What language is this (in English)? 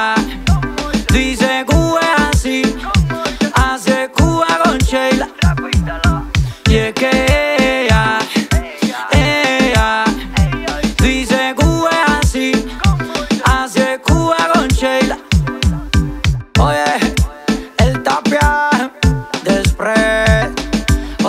Spanish